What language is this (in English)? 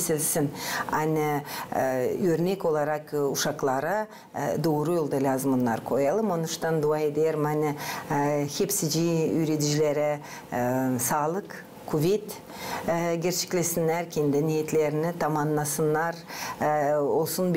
Gagauz